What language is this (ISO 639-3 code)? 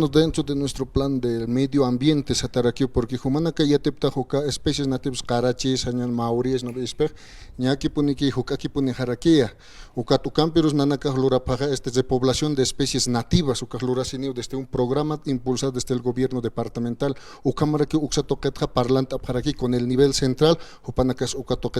aym